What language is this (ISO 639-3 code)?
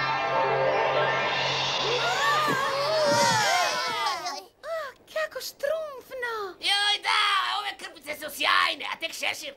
hrv